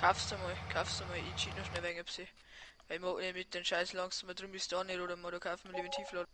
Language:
Bavarian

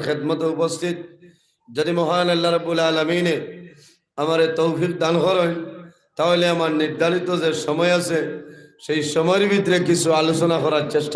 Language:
Sylheti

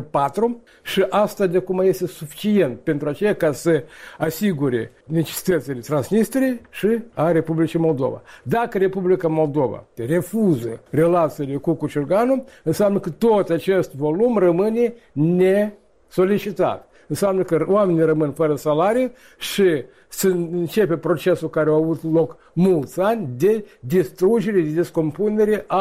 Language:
Romanian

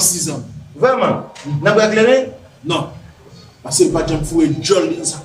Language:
Haitian Creole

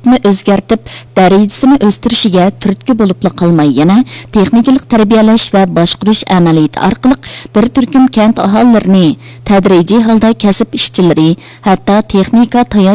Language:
Uyghur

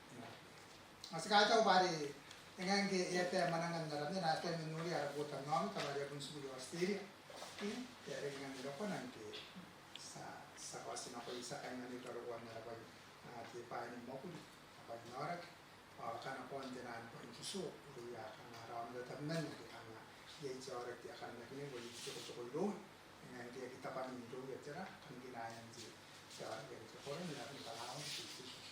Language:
Gilbertese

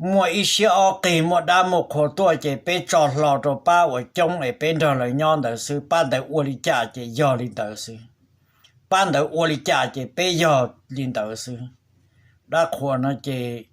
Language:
Hmong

